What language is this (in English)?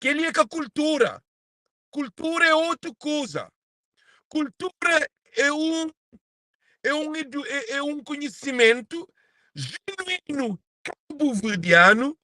Kabuverdianu